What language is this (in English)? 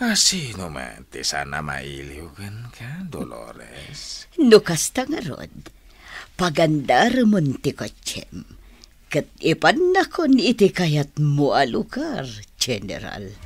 Iloko